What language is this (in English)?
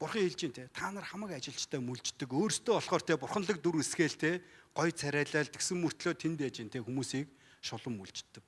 Mongolian